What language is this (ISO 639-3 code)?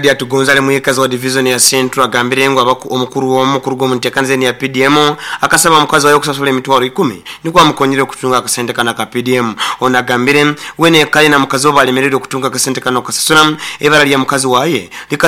nyo